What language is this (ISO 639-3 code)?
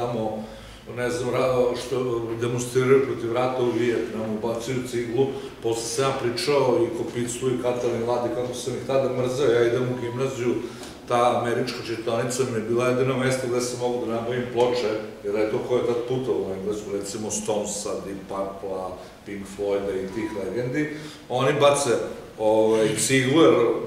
srp